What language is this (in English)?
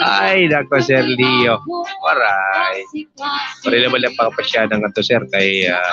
Waray